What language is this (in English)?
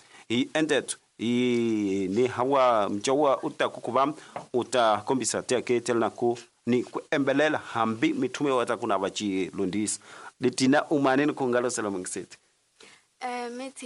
Tsonga